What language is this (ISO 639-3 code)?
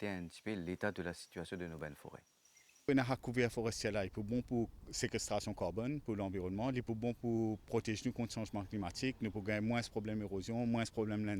mfe